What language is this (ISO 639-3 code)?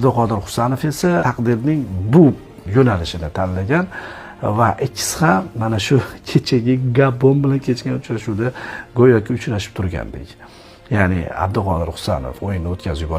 uzb